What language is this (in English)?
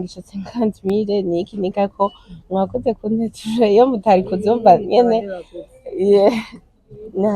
Rundi